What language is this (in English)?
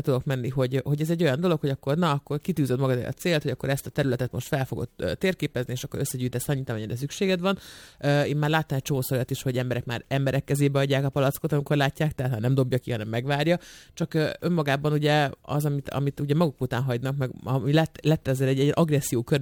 Hungarian